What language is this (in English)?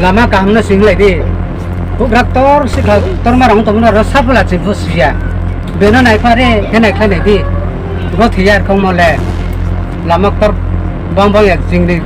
Riang (India)